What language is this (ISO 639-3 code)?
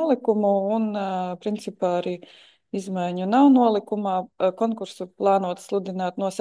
lav